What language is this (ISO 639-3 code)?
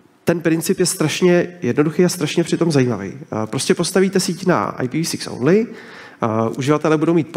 ces